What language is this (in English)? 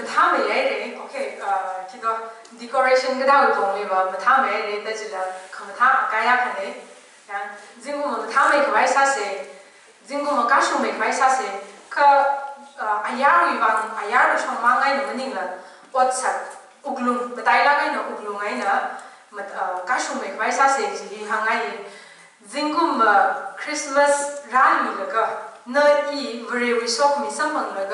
Tangkhul Naga (India)